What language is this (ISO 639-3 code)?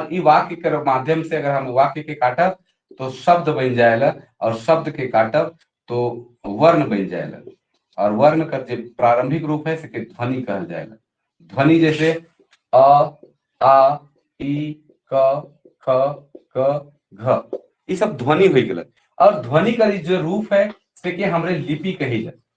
sck